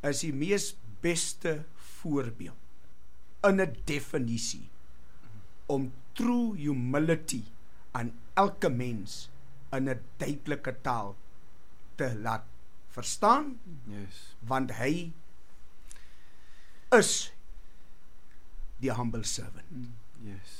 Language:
Afrikaans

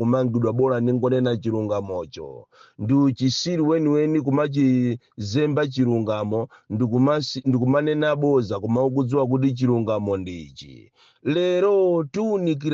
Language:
Nyanja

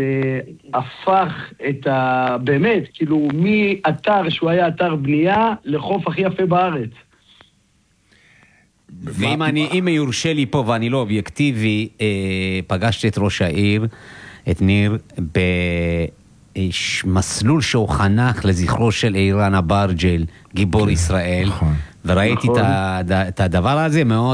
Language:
Hebrew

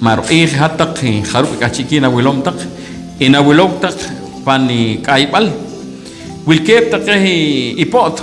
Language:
Poqomchi'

